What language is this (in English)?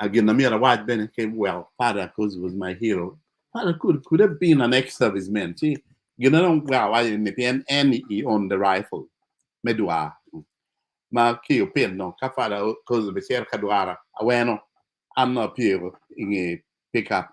Acoli